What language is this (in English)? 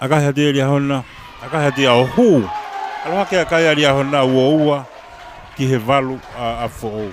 Tongan